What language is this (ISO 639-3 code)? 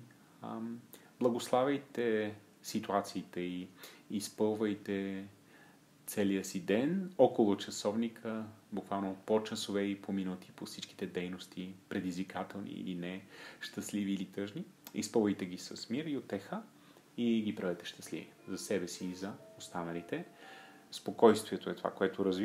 bul